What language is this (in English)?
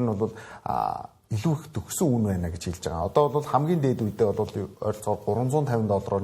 Mongolian